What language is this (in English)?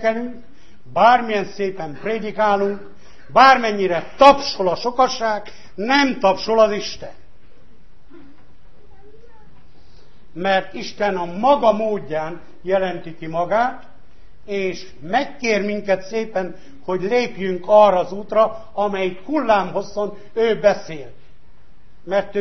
Hungarian